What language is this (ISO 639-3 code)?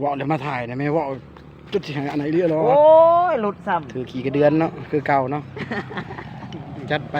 lao